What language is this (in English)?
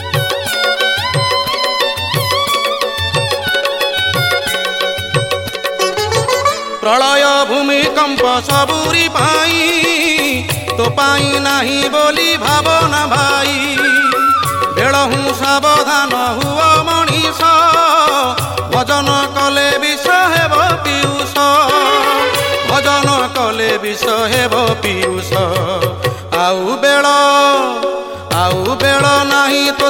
Odia